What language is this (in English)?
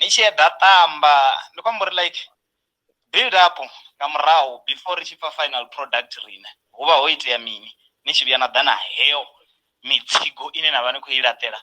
Venda